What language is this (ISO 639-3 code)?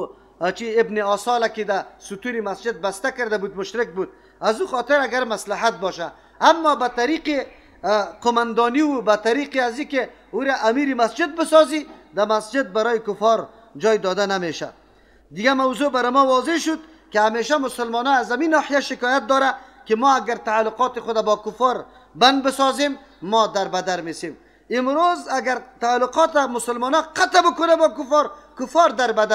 fas